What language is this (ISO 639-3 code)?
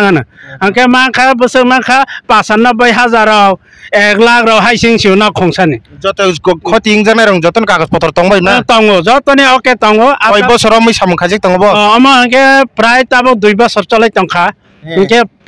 trp